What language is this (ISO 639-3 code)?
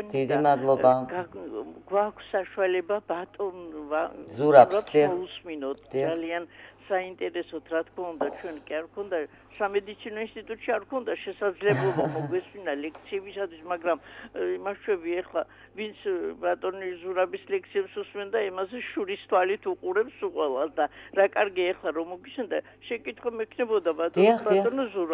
kat